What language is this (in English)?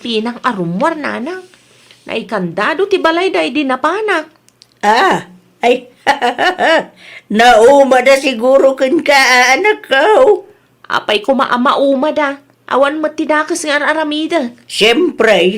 Iloko